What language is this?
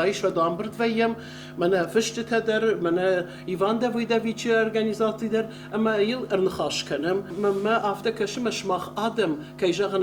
Ossetic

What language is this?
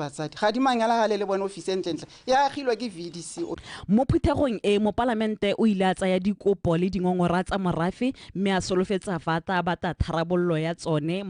Tswana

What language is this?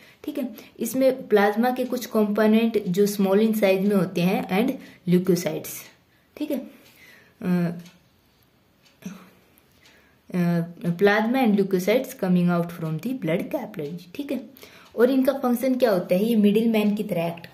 Hindi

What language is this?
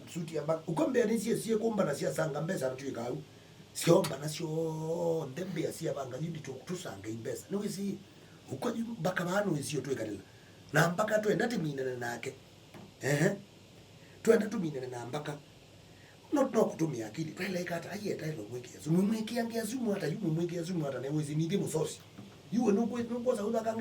Kamba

